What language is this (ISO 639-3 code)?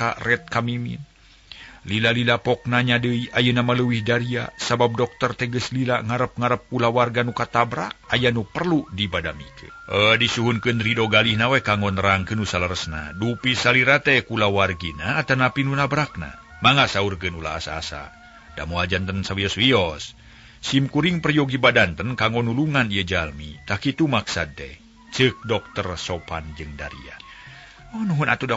sun